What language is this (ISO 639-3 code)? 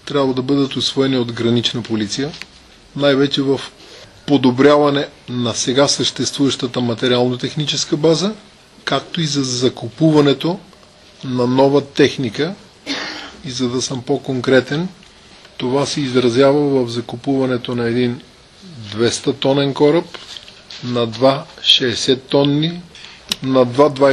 bul